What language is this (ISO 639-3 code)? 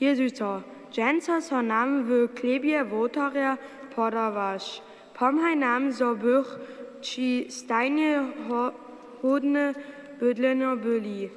hsb